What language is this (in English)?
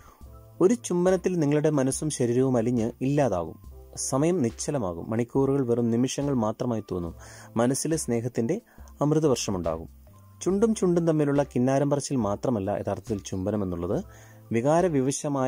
Malayalam